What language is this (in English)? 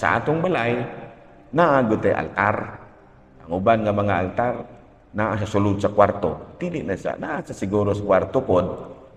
Cebuano